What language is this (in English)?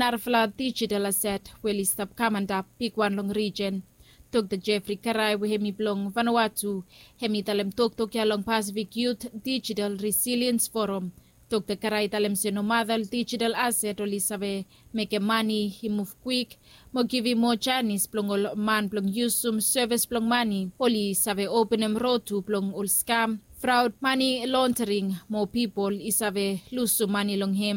Bislama